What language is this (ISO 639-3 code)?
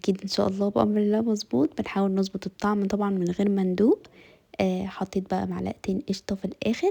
arz